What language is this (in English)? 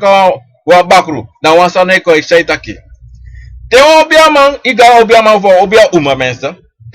Sranan Tongo